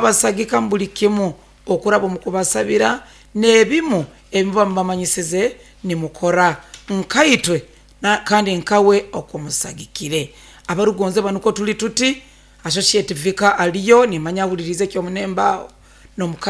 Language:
Nyoro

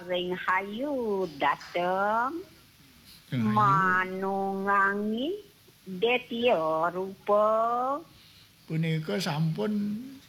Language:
Balinese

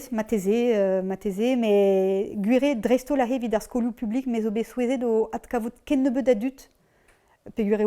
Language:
Breton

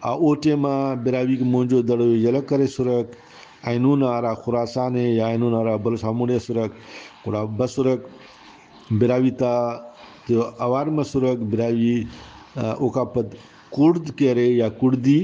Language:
Brahui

